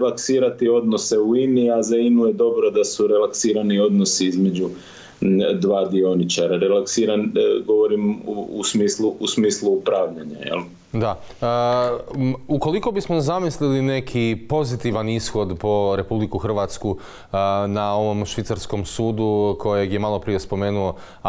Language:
Croatian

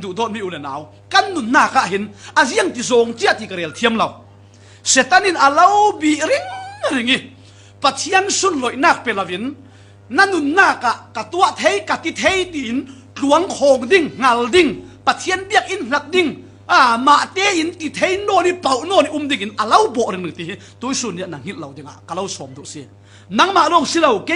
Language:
Falam Chin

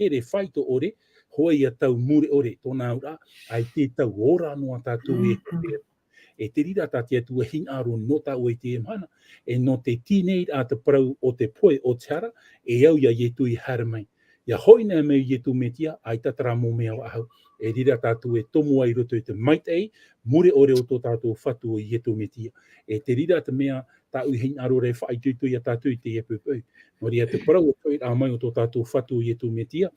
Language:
Tahitian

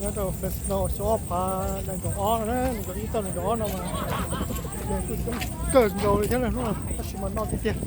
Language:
Hmong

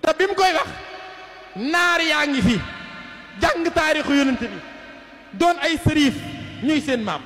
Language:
Wolof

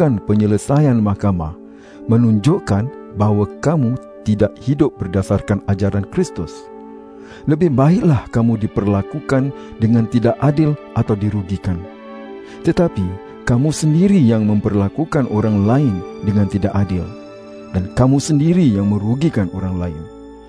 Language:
Malay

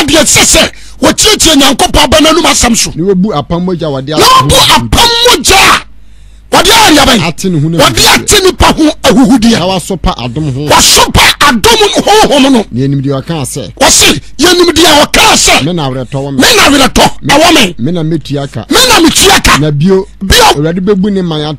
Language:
Akan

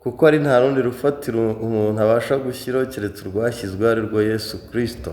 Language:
Kinyarwanda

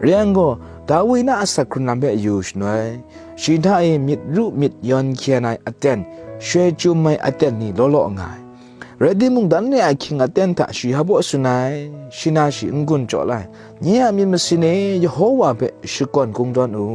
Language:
Kachin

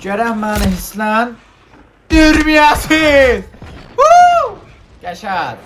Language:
South Azerbaijani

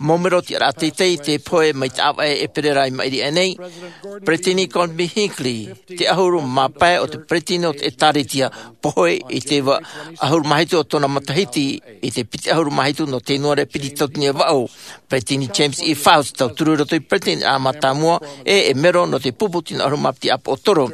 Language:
Tahitian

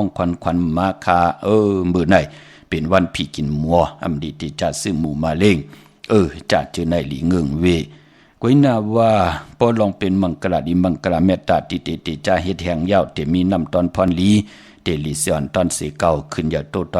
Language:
Shan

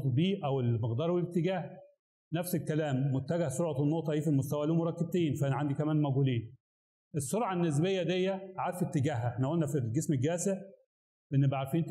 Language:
Egyptian Arabic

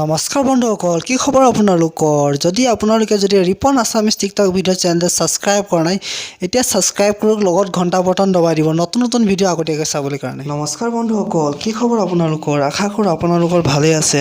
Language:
Assamese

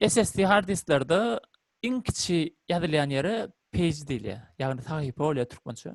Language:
Turkmen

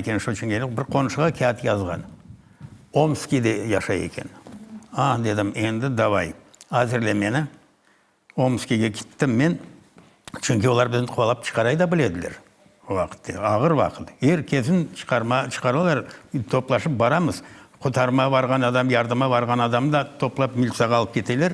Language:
Crimean Tatar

